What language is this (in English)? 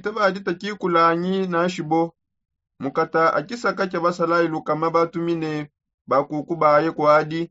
Songe